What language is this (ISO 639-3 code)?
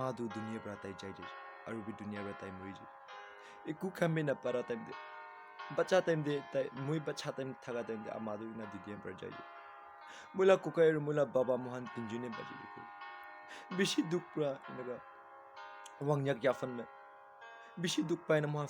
nag